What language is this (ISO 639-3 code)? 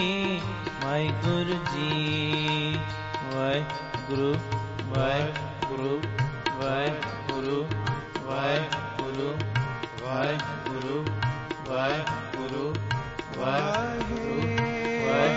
pan